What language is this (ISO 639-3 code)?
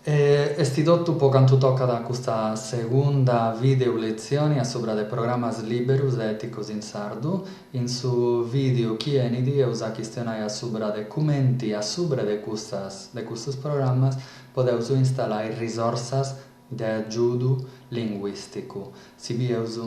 srd